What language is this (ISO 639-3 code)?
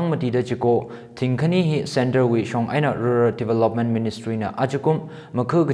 nmf